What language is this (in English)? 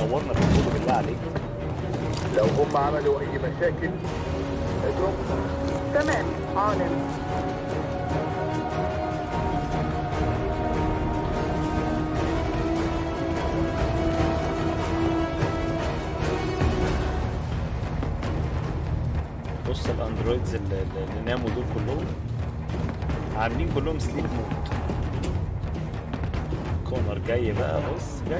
Egyptian Arabic